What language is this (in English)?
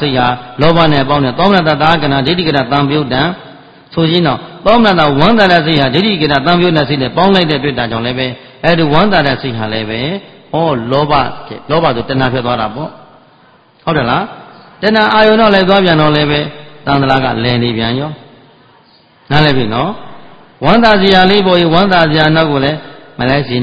Burmese